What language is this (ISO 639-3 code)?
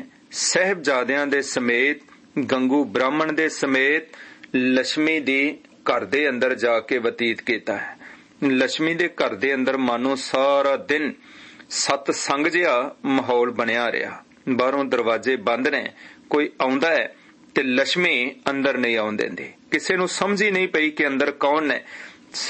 pan